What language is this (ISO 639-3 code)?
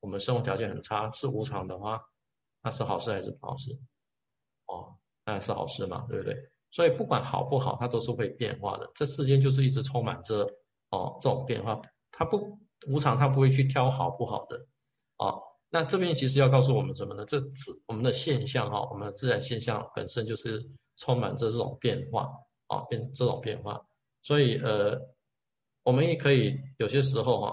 zho